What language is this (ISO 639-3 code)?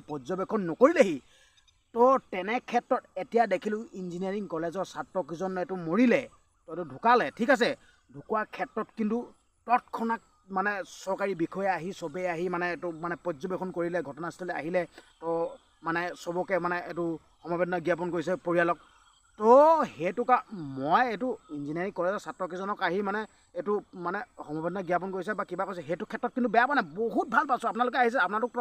asm